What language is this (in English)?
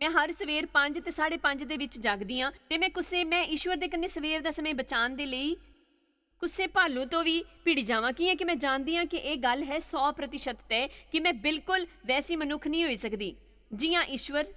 Dogri